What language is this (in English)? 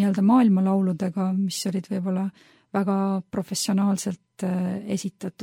Estonian